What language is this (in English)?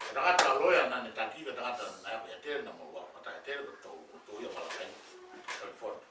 Tongan